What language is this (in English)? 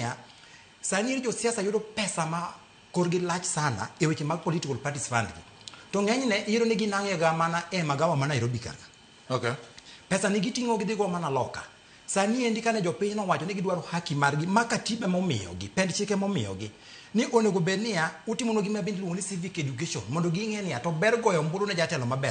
Luo (Kenya and Tanzania)